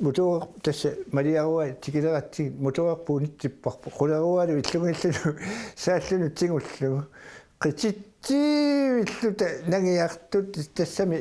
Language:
Kalaallisut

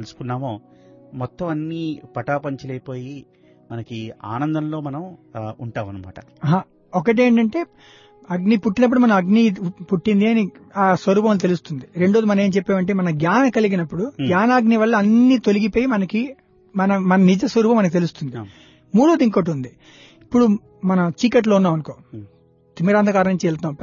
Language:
Telugu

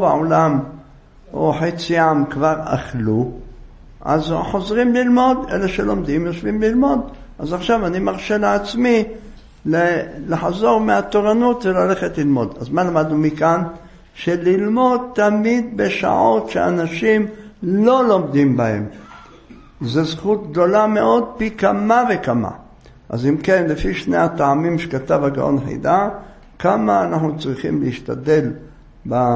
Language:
Hebrew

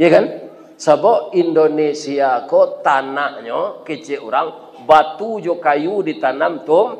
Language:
Minangkabau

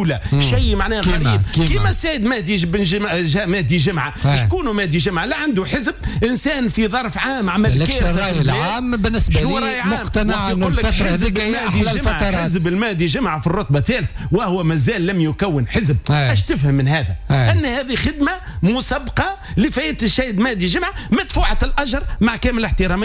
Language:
Tunisian Arabic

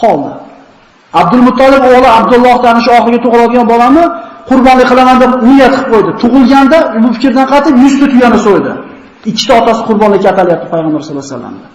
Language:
Uzbek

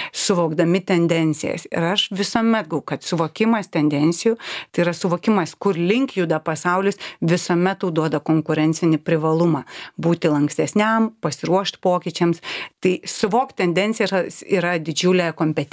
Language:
Lithuanian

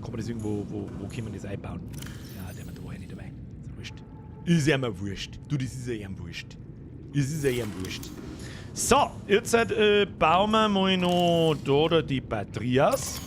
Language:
Bavarian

